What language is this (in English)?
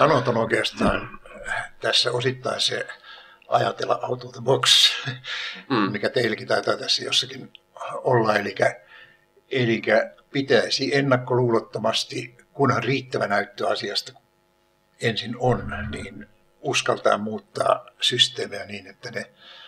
Finnish